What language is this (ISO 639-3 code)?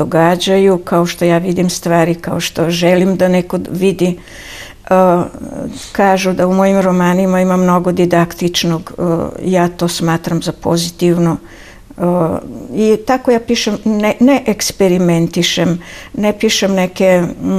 srp